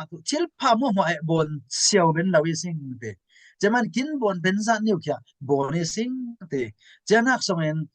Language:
Falam Chin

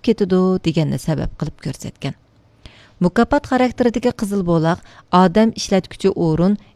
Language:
Uyghur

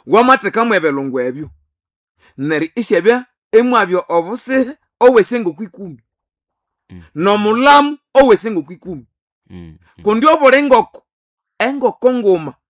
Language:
Nande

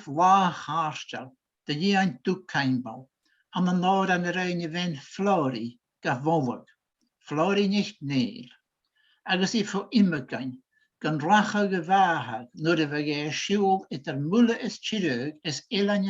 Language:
Scottish Gaelic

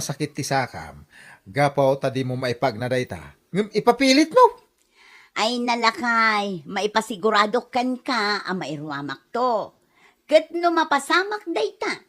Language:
Iloko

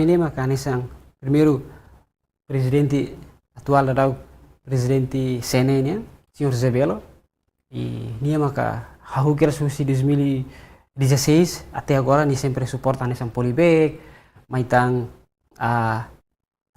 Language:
Tetum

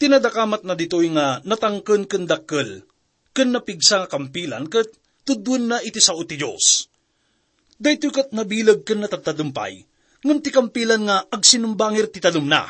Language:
Iloko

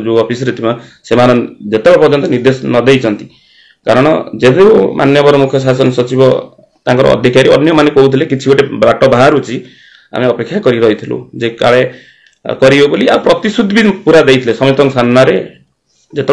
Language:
Odia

